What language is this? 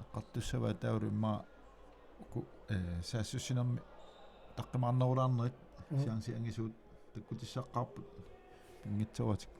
Kalaallisut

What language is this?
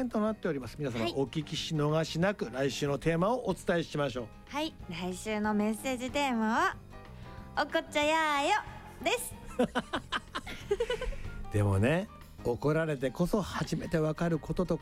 Japanese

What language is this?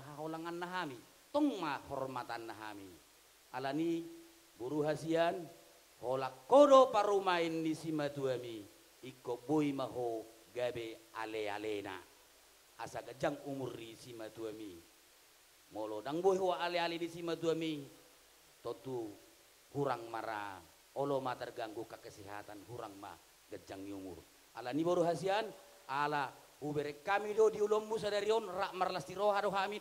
Batak Toba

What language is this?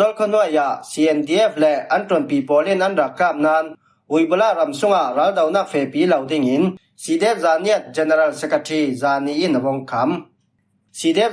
Falam Chin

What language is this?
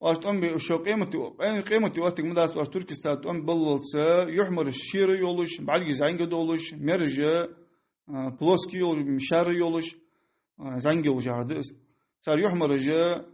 Ingush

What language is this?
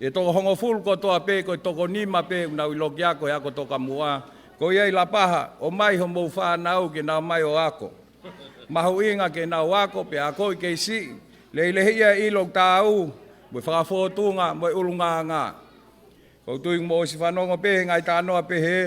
Tongan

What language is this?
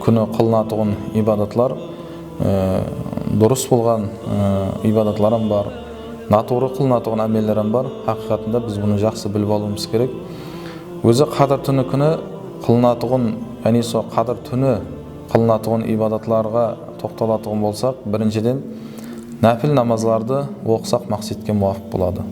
Kara-Kalpak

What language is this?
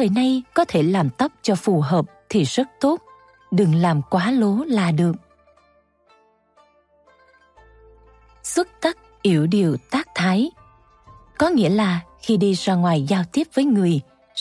Vietnamese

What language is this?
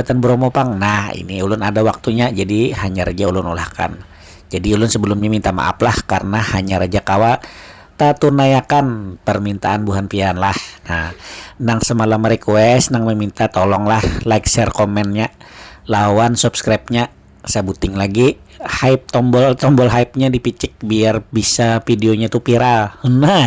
Banjar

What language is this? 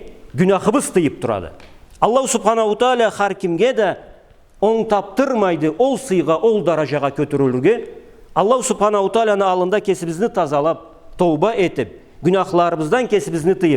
Karachay-Balkar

